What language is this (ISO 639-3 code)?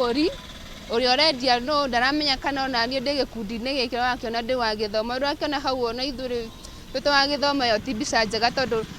kik